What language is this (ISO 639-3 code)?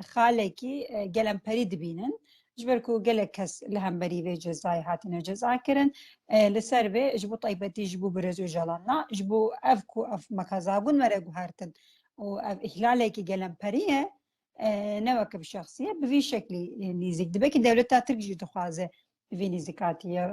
kur